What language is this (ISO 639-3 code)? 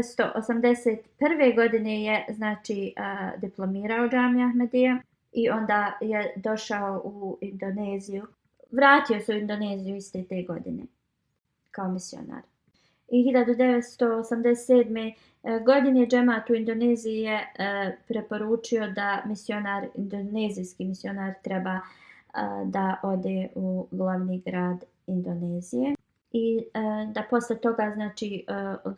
bos